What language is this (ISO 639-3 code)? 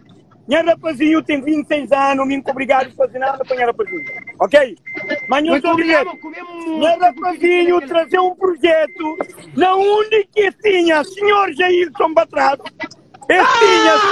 kea